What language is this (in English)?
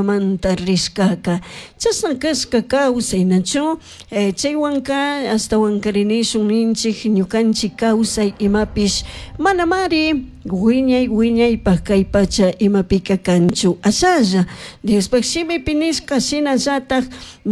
Chimborazo Highland Quichua